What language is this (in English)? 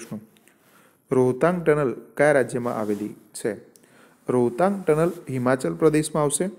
Gujarati